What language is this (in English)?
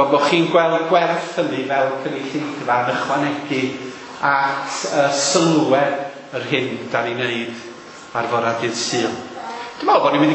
Welsh